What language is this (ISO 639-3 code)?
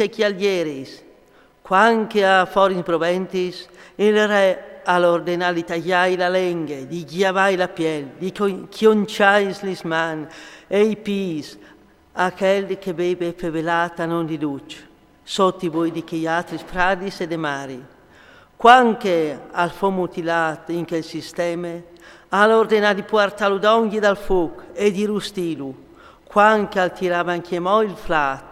fur